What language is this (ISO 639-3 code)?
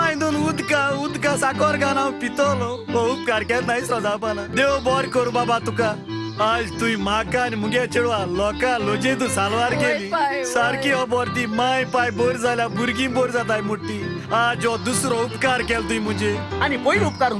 kok